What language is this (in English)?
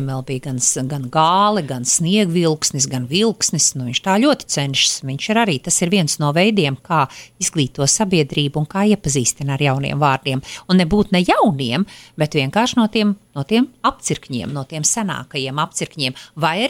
Latvian